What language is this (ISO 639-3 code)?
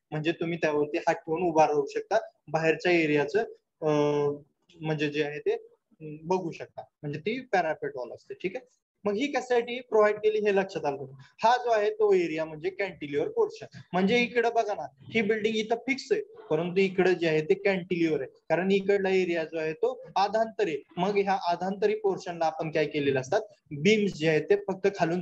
mar